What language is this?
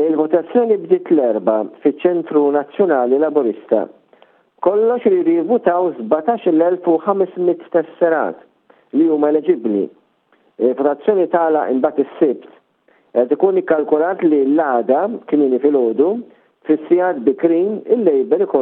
Maltese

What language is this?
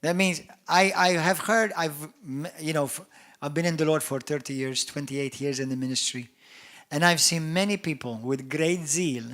English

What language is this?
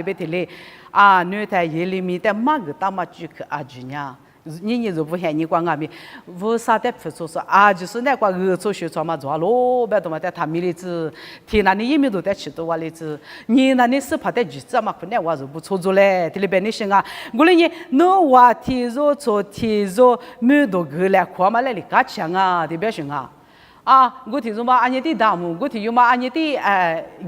Lisu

